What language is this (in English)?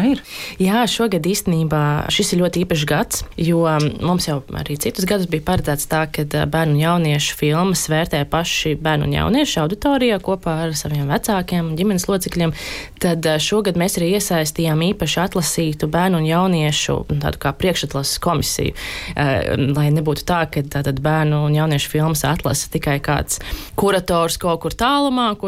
Latvian